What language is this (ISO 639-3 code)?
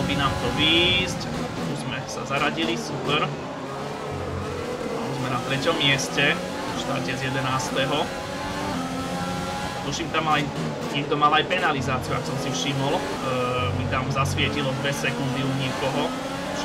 slk